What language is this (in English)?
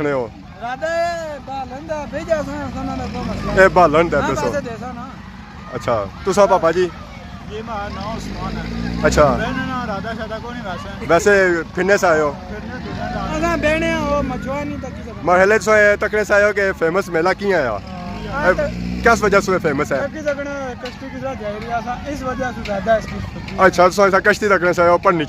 Pahari-Potwari